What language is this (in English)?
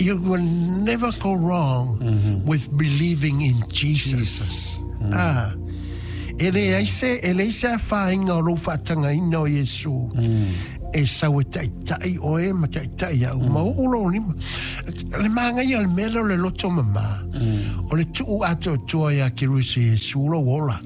Samoan